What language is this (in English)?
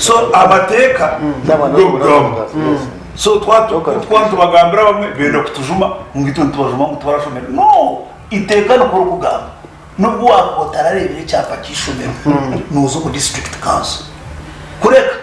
Nyankole